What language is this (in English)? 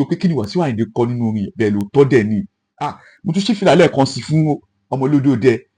Yoruba